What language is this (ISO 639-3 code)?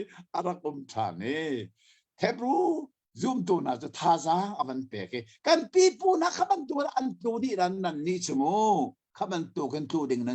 cnh